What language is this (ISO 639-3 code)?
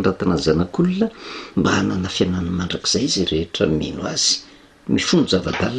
mlg